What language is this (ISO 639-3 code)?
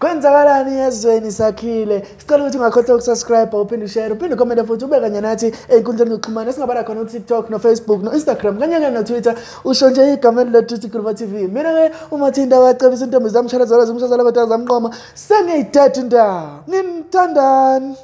zul